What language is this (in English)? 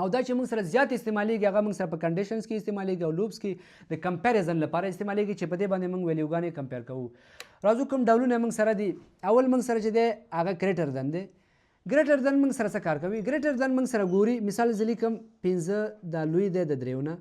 Pashto